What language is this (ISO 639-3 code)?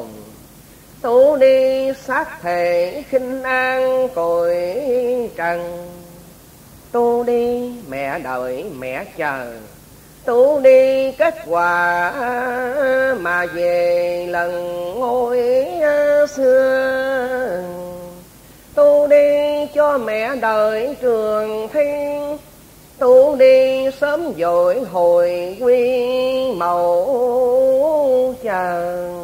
vie